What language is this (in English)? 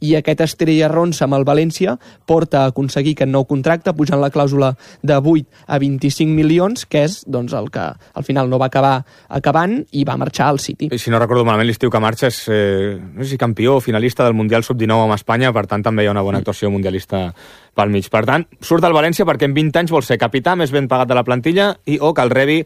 Catalan